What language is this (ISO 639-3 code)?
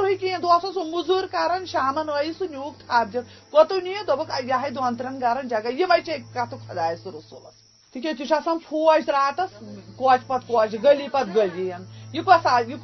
kas